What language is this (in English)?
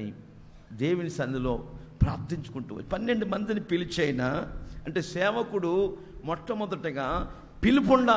Telugu